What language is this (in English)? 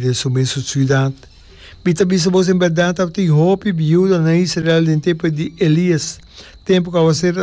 Papiamento